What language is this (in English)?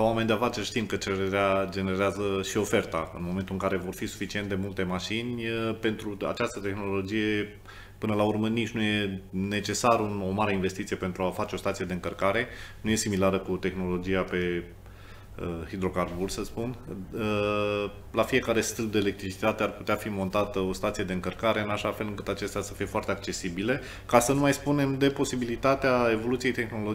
Romanian